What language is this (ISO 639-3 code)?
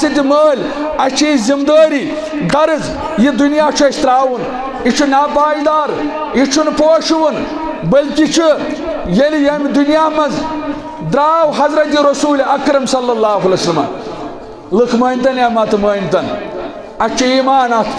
kas